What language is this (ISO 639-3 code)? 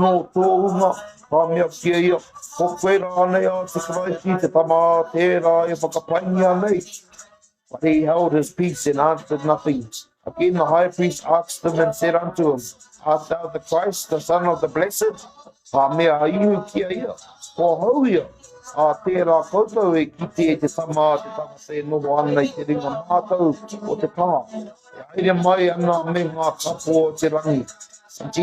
mri